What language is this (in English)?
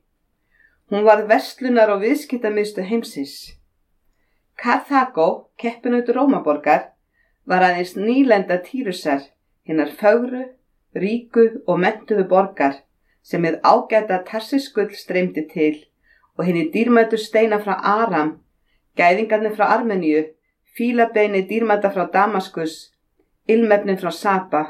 Icelandic